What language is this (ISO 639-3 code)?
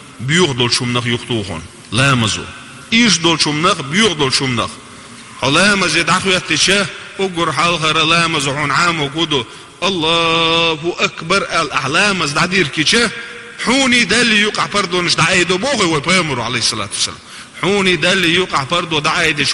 che